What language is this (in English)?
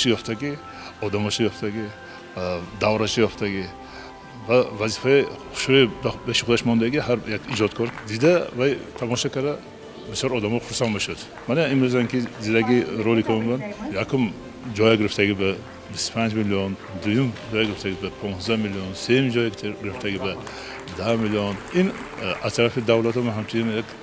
Tajik